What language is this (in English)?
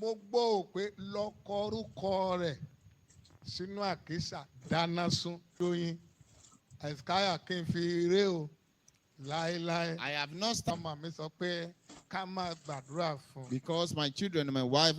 Yoruba